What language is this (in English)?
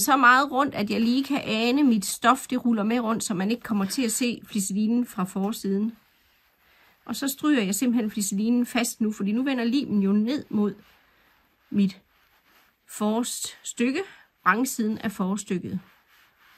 Danish